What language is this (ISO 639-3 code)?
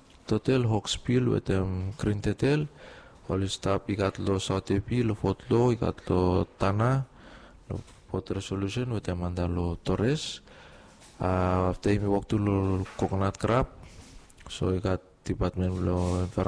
bis